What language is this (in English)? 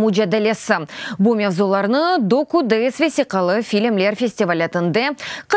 Crimean Tatar